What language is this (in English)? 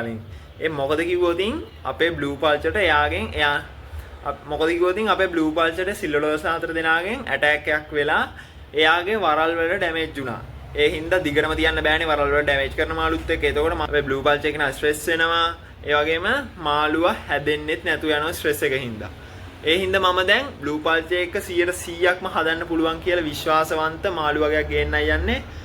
Sinhala